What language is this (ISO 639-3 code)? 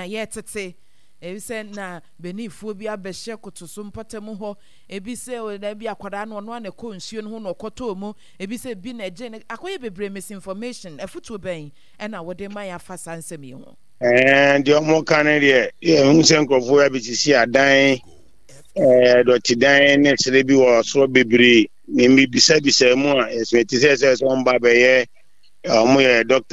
aka